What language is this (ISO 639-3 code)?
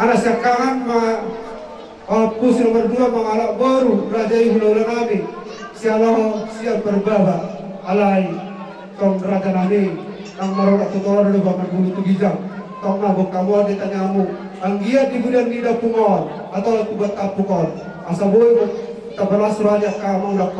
bbc